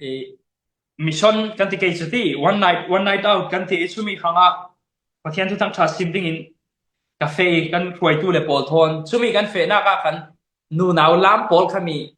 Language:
Falam Chin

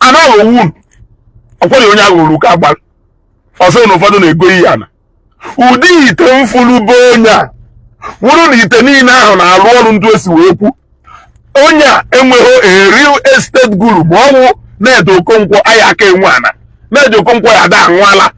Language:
Igbo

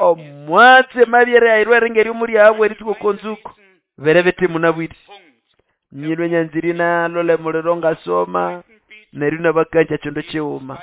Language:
Nande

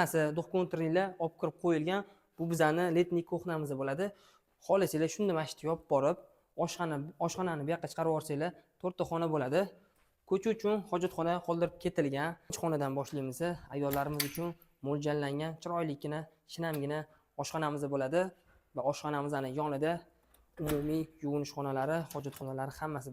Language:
Uzbek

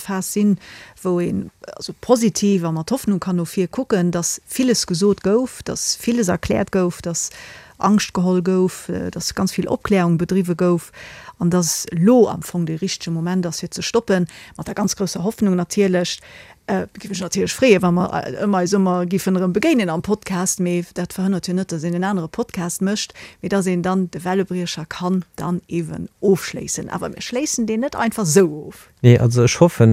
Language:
Luxembourgish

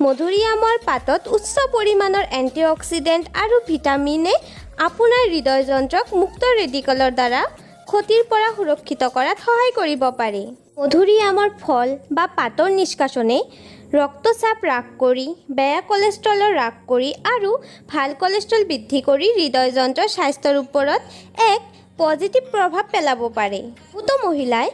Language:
Assamese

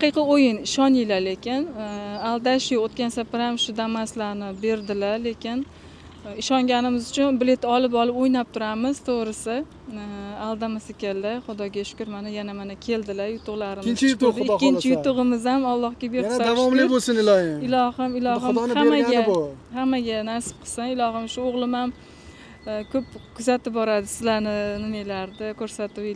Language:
Uzbek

